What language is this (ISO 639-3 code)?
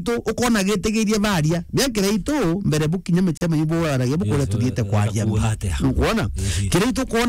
mer